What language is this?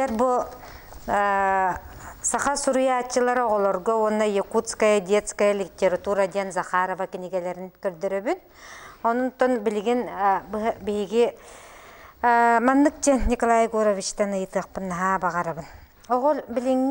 Yakut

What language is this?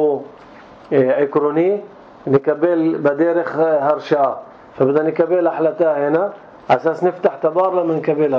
North Levantine Arabic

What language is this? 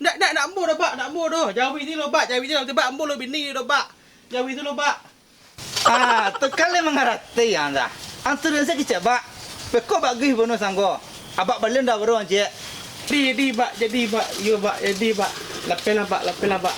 Minangkabau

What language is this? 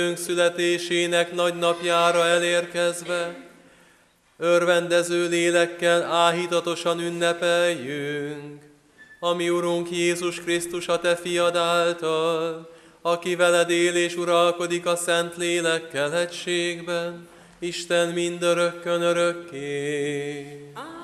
Hungarian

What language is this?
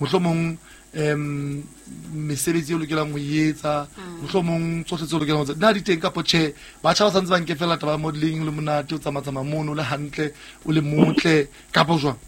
Southern Sotho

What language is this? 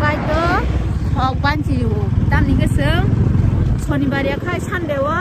Kok Borok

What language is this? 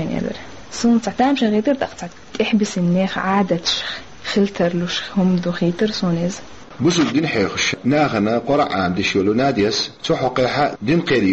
Chechen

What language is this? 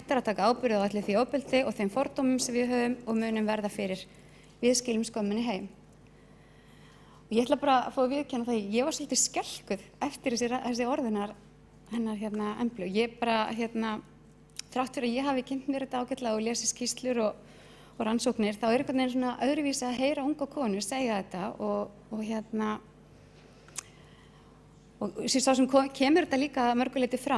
Icelandic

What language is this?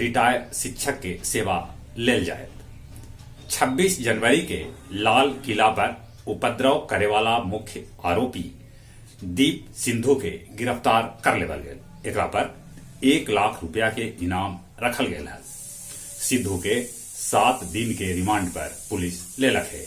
Magahi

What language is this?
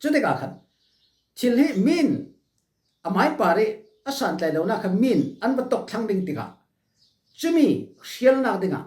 Falam Chin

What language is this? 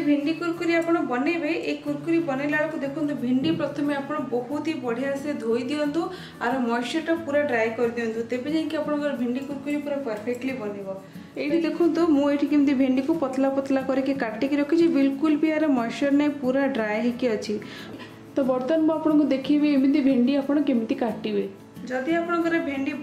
Odia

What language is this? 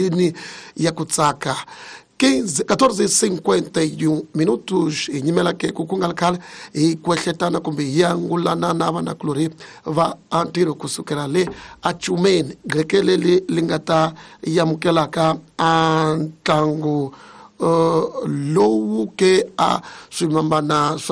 Tsonga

